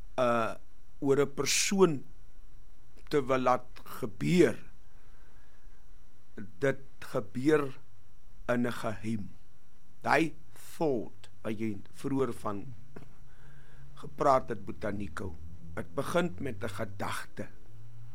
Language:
Afrikaans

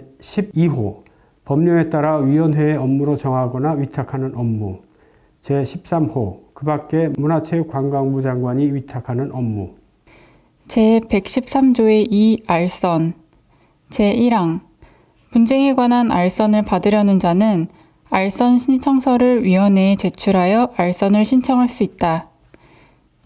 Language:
Korean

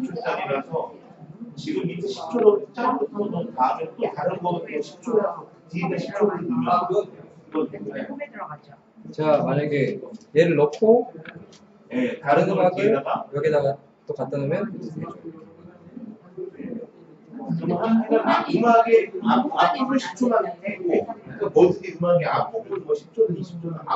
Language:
Korean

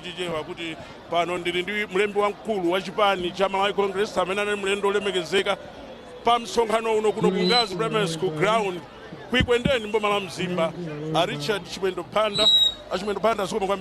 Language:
Nyanja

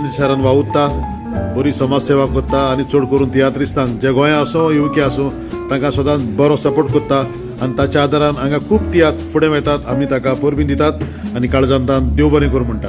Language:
Konkani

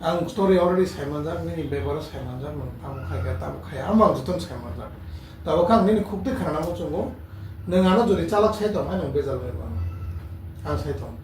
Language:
Kok Borok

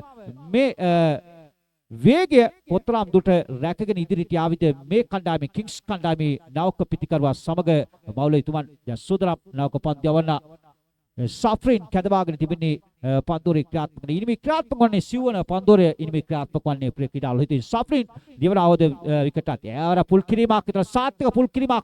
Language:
Sinhala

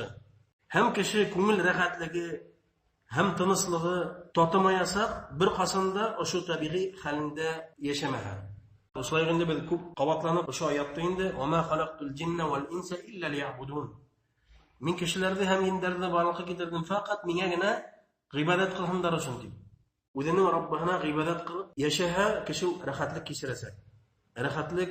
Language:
Bashkir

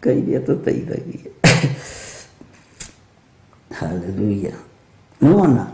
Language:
Kikuyu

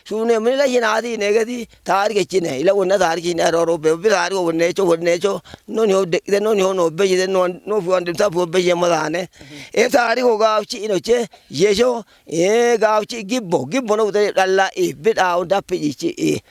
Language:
Kafa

